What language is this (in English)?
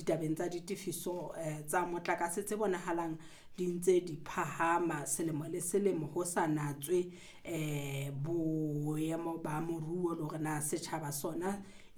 Southern Sotho